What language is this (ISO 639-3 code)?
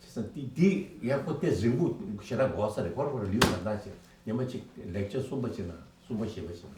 bod